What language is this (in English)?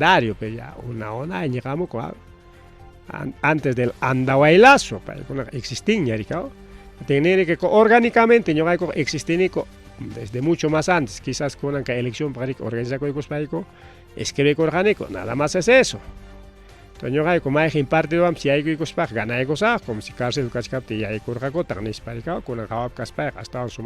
Ayacucho Quechua